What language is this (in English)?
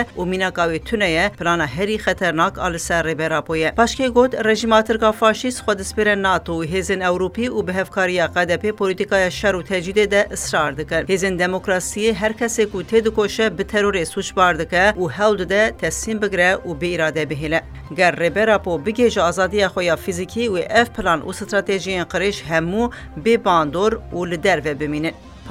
Kurdish